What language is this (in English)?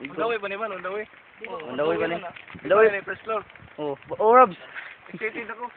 Cebuano